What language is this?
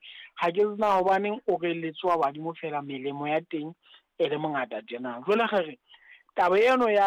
Southern Sotho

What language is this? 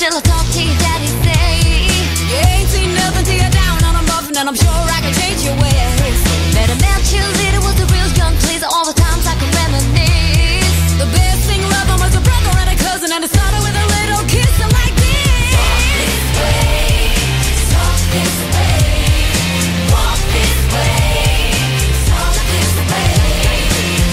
English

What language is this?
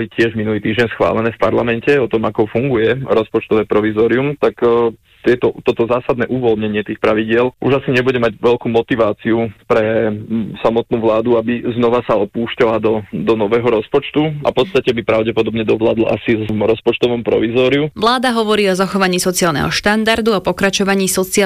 Slovak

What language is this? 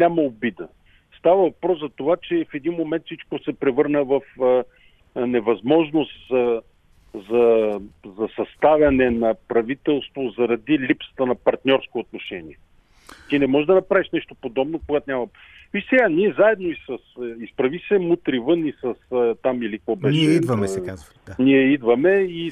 Bulgarian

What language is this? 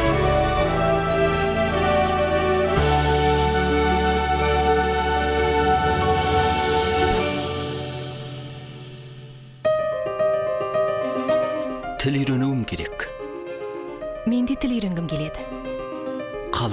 Kazakh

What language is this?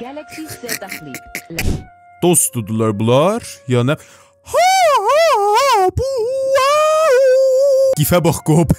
South Azerbaijani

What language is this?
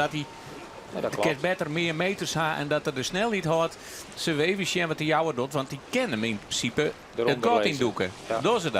Western Frisian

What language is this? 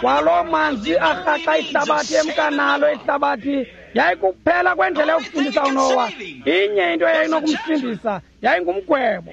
Xhosa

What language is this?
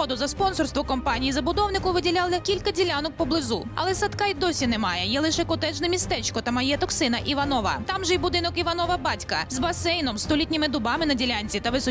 Ukrainian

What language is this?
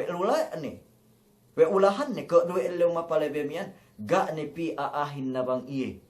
Yakan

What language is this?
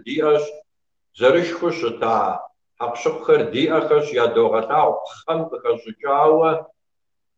Kabardian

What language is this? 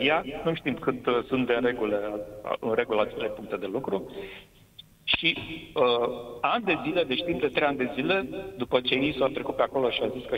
Romanian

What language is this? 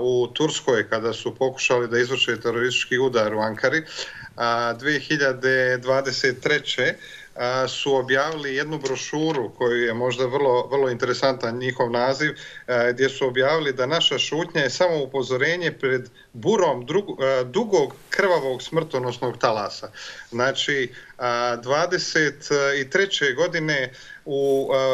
Bosnian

